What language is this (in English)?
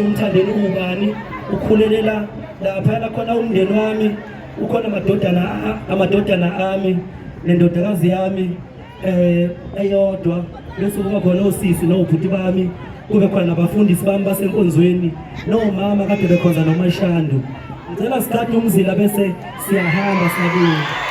Zulu